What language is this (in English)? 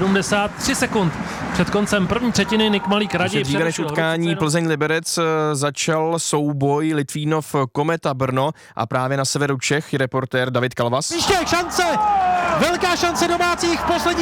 Czech